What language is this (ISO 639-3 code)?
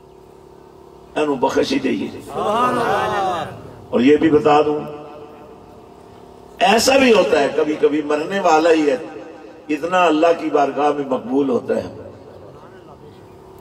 urd